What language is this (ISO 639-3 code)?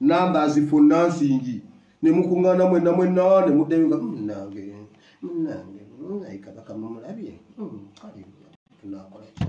lug